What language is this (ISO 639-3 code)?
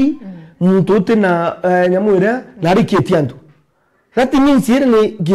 mer